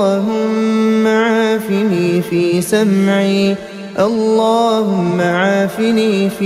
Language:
Arabic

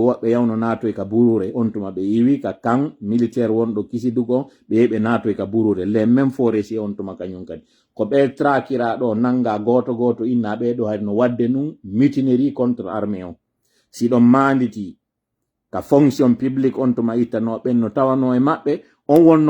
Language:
Pular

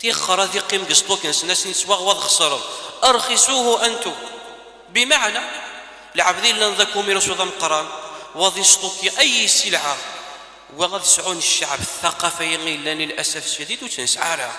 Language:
Kabyle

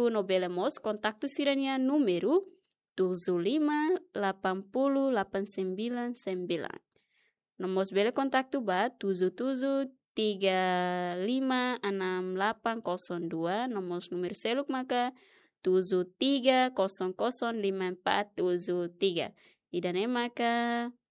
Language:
Tetum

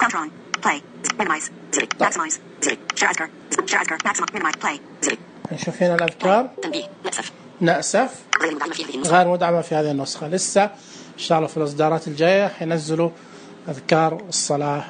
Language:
Najdi Arabic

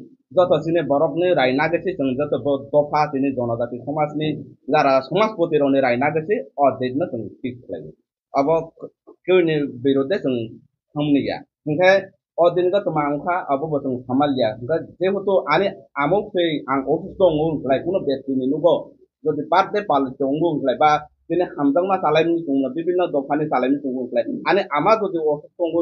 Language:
Kok Borok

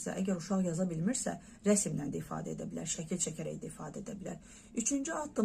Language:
Azerbaijani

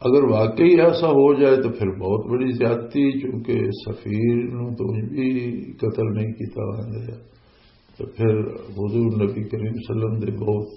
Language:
Western Panjabi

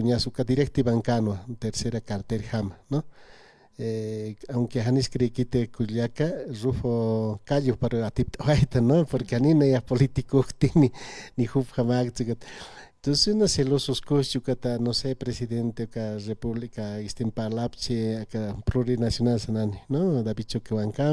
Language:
Aymara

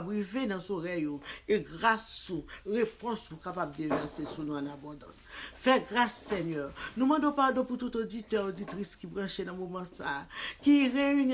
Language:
Haitian Creole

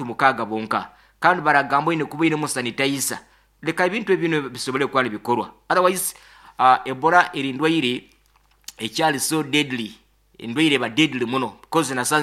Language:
Nyoro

